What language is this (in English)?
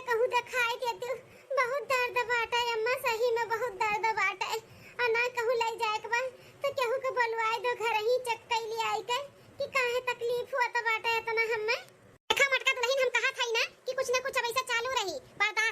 Awadhi